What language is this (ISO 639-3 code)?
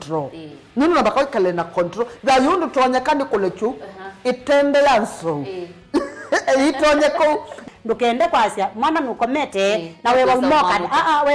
kam